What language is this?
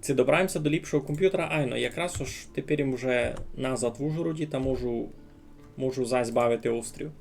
Rusyn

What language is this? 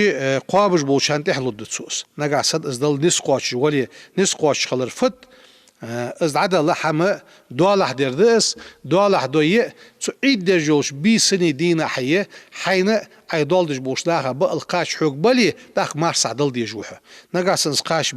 Ingush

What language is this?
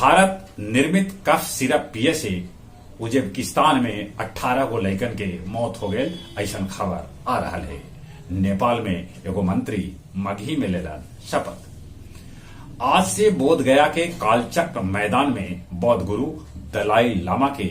Magahi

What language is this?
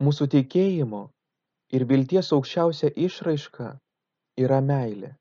Lithuanian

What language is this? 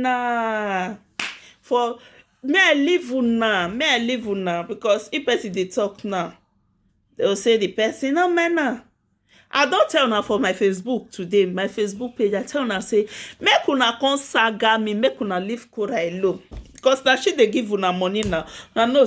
Nigerian Pidgin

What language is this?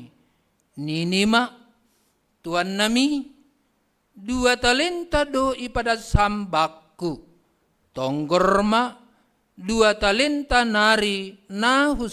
Batak Simalungun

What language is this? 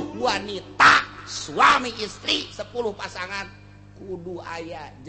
Sundanese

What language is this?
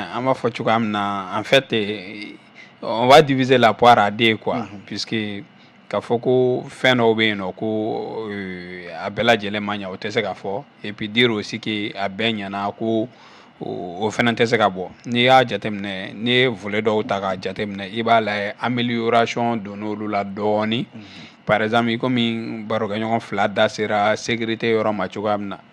Bambara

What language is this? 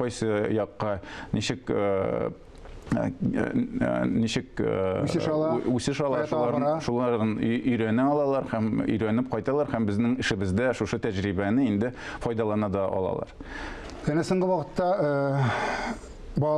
Tatar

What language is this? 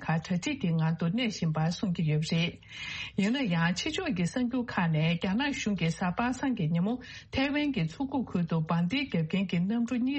Tibetan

